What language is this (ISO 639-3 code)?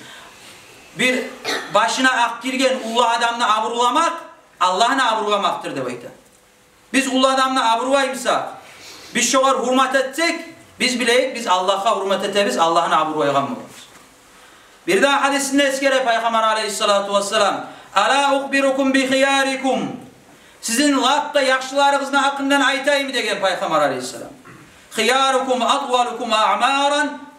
kum